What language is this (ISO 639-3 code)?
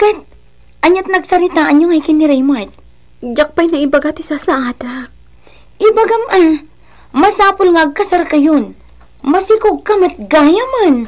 ilo